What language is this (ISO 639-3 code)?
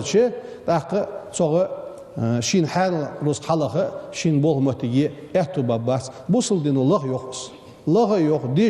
inh